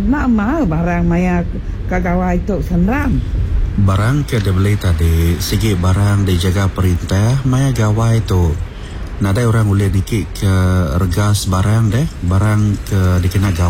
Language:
Iban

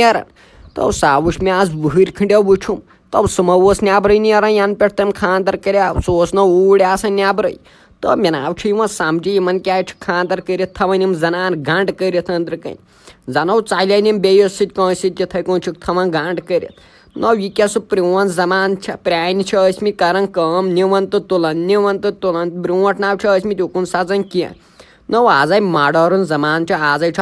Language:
Kashmiri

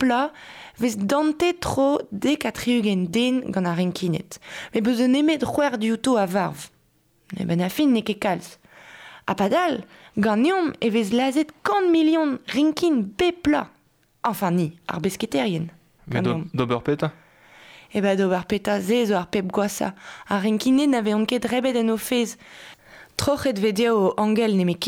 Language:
Breton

